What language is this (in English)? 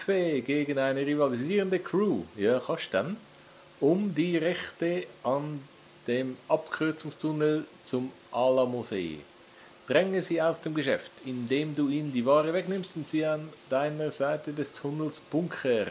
Swiss German